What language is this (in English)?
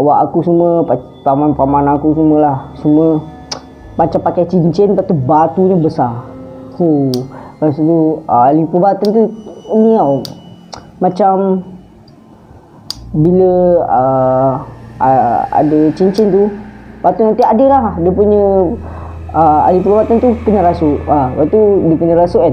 Malay